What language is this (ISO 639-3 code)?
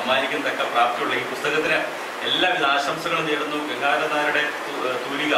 mal